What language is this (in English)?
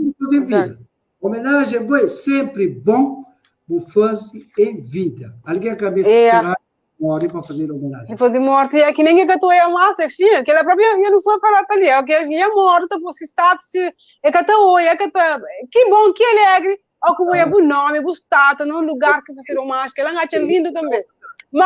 Kabuverdianu